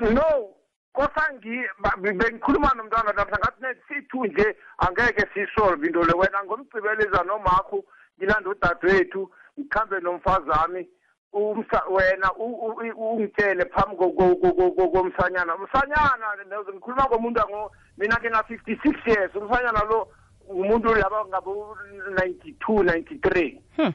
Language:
South Ndebele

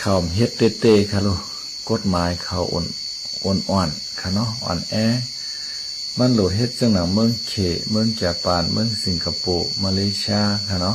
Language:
Shan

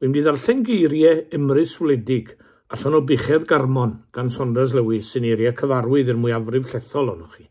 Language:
Welsh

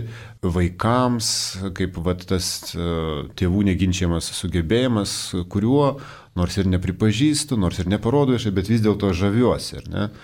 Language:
Lithuanian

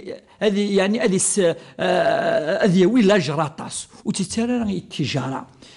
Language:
Kabyle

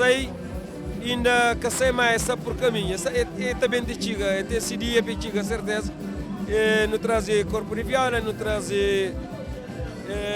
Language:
Kabuverdianu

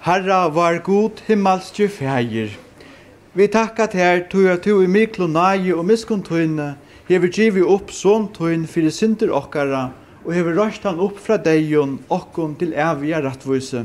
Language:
Faroese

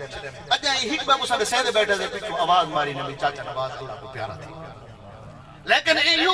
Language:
Saraiki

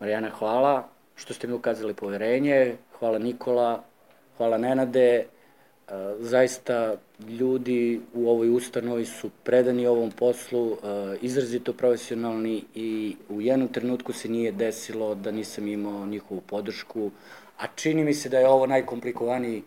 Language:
Serbian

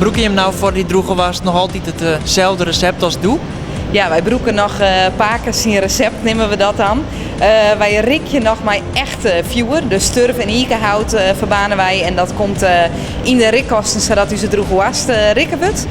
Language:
Western Frisian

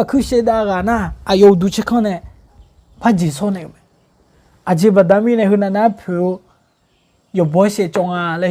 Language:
Akha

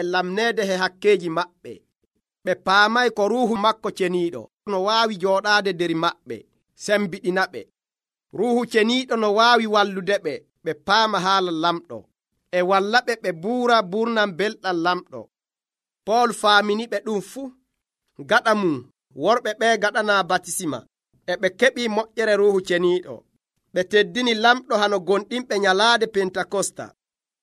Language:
Nigerian Fulfulde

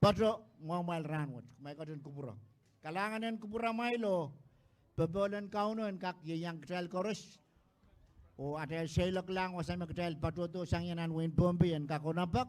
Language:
Pohnpeian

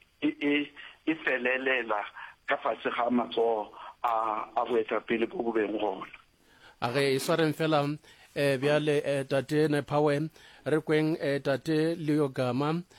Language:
Northern Sotho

